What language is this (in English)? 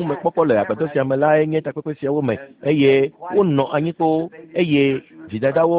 Ewe